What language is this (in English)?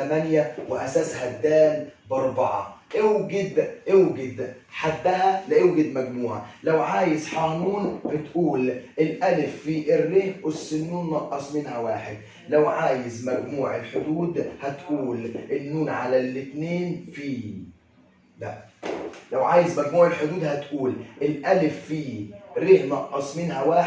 Egyptian Arabic